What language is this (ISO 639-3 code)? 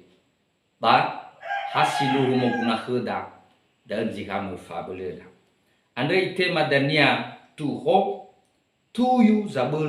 nia